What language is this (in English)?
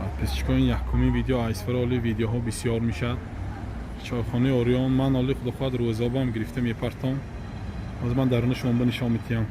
Tajik